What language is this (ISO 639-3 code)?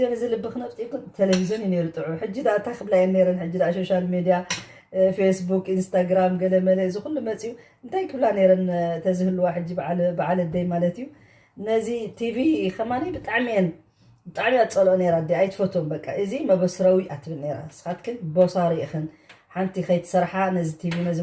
tir